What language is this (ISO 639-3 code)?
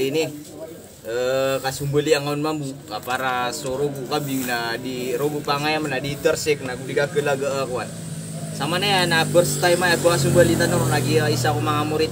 mrw